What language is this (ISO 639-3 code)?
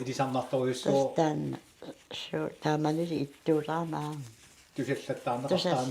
kal